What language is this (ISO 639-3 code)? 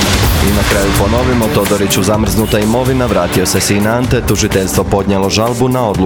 hrv